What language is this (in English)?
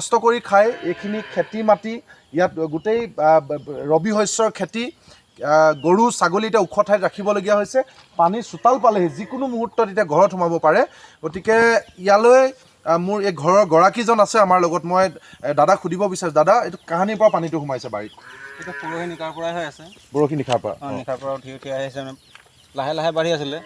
Assamese